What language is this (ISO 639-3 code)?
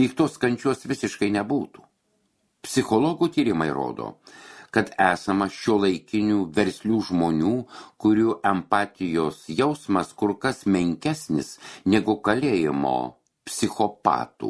lit